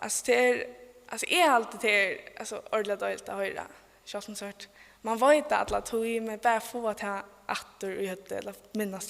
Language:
Faroese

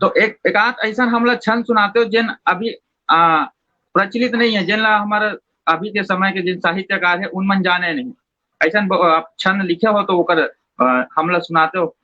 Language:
Chhattisgarhi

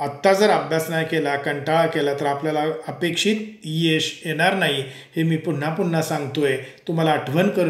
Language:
Marathi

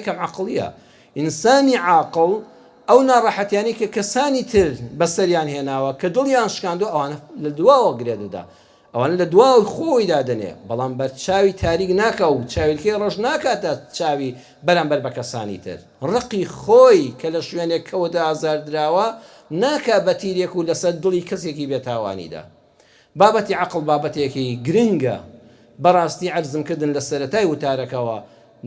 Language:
Central Kurdish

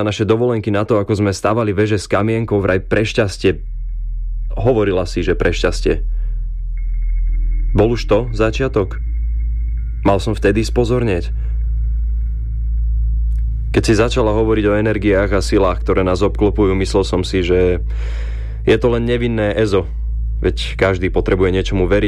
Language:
Slovak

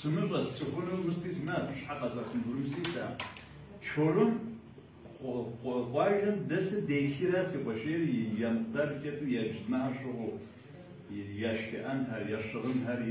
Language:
Kabardian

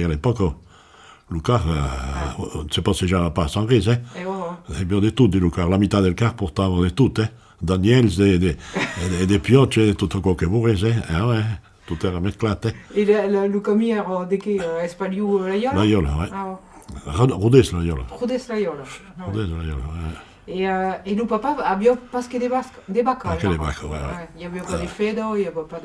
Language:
Occitan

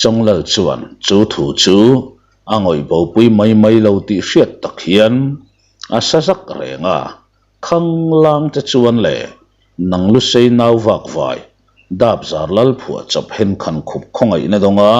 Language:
Mizo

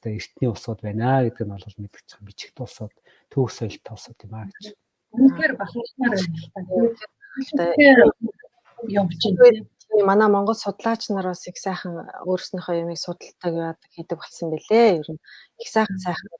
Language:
Mongolian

